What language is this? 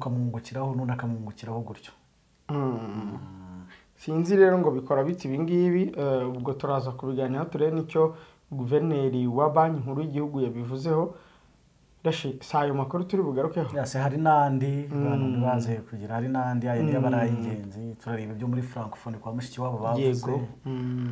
Kinyarwanda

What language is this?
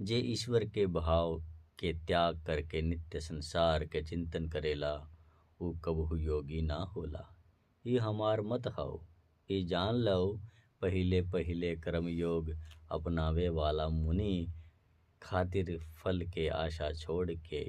Bhojpuri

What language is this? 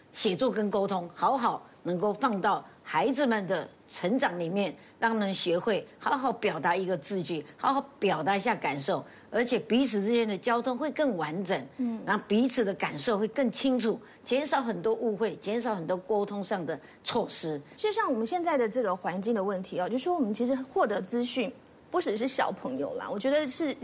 Chinese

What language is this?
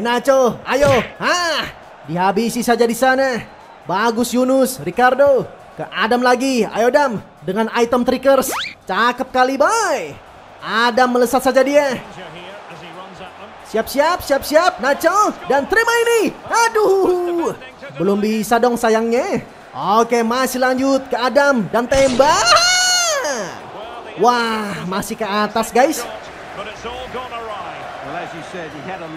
Indonesian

